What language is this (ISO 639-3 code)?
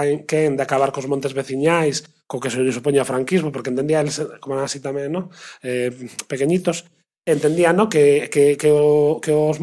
glg